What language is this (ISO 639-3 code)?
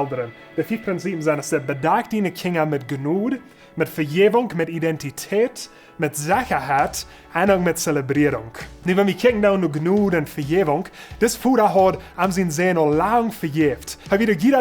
pdt